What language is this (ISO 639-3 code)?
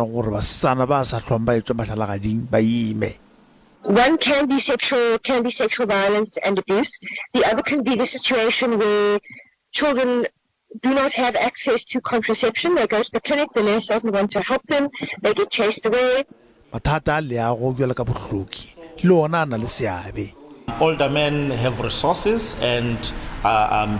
nso